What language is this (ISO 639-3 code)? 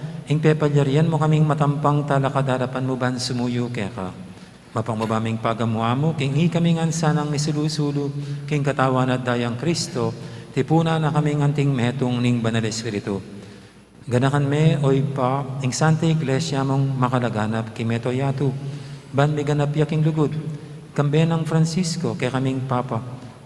pam